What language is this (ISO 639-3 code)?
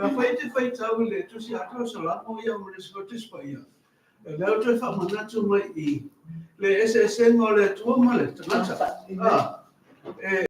smo